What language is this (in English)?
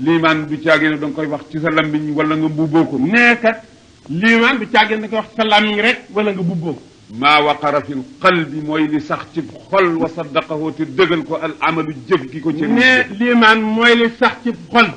Wolof